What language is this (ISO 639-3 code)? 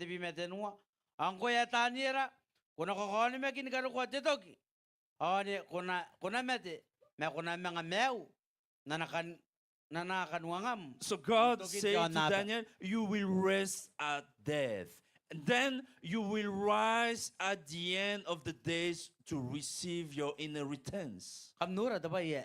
gil